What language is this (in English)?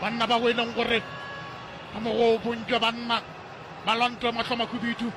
Northern Sotho